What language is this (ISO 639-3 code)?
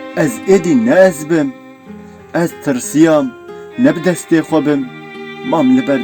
kur